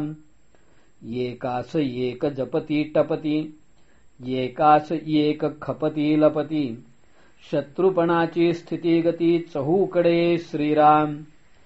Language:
Marathi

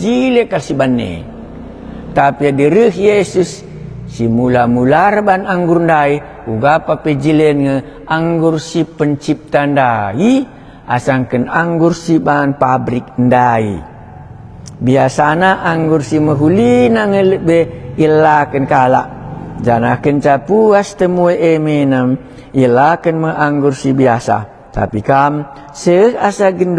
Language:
Batak Karo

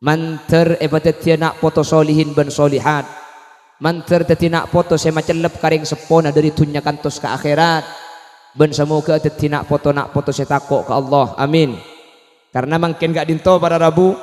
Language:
Madurese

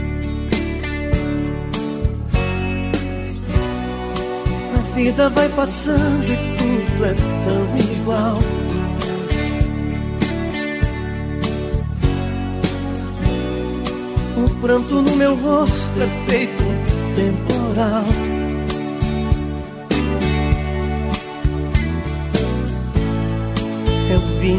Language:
Portuguese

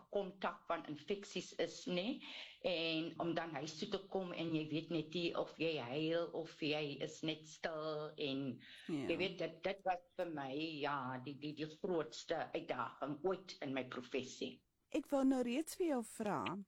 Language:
Afrikaans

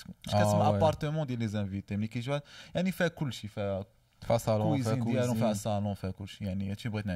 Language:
Moroccan Arabic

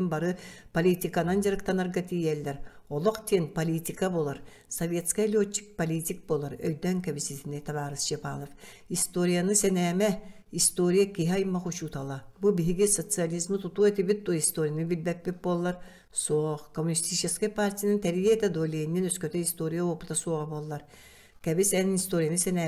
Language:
Yakut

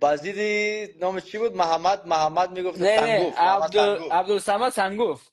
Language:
Persian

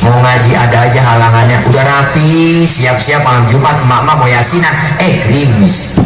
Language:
Betawi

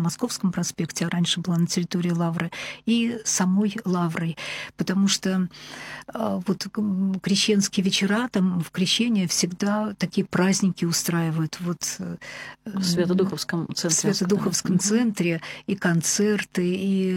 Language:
Russian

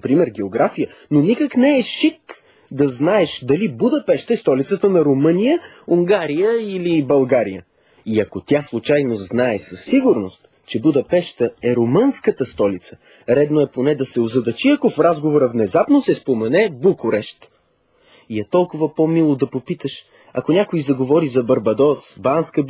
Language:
Bulgarian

